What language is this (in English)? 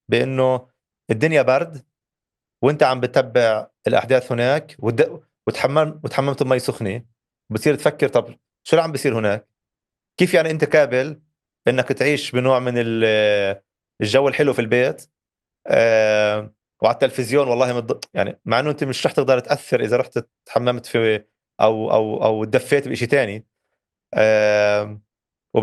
North Levantine Arabic